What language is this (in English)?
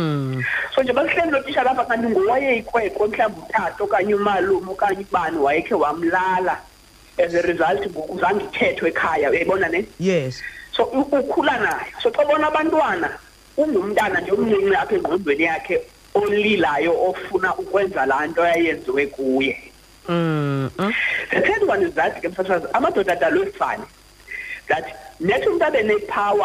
Xhosa